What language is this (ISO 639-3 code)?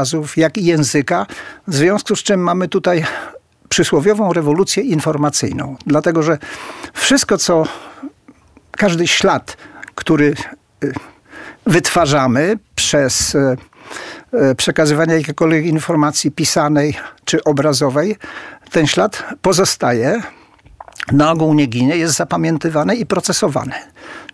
pol